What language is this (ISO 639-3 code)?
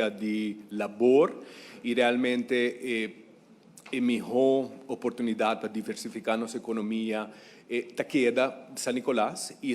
pap